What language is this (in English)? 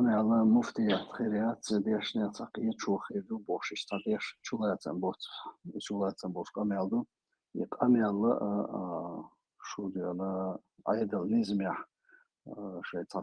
Chechen